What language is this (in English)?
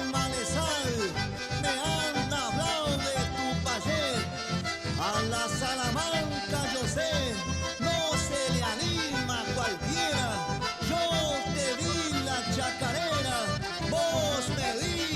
Guarani